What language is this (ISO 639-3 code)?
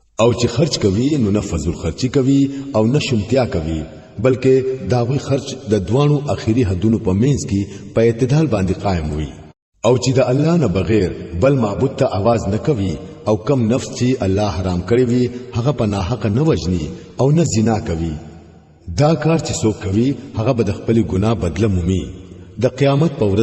pus